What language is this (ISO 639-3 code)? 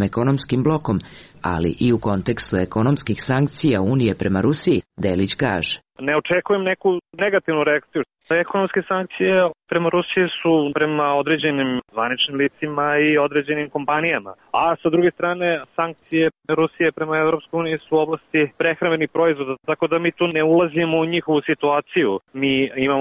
srp